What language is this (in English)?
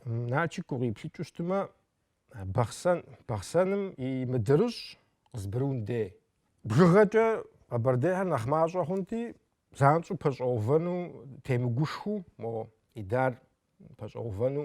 Kabardian